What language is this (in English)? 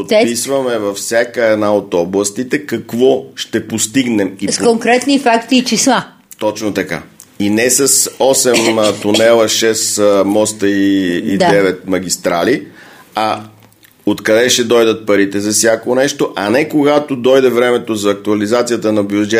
Bulgarian